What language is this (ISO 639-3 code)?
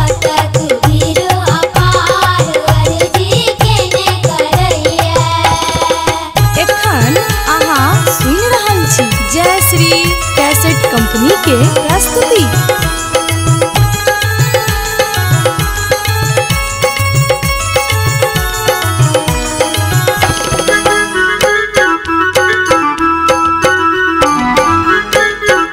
mai